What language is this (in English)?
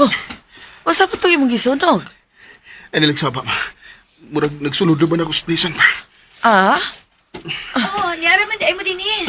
Cebuano